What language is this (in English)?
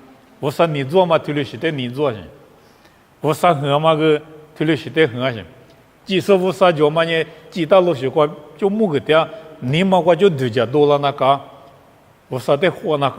Lisu